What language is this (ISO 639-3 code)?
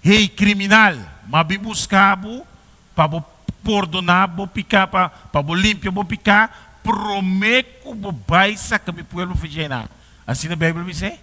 pap